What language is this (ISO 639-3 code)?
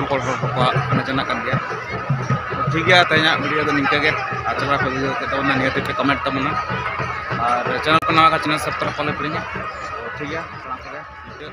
sat